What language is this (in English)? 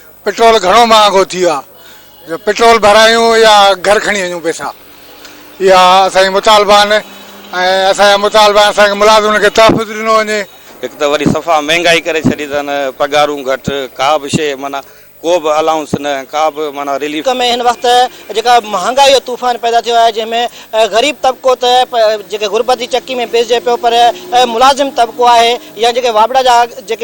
Sindhi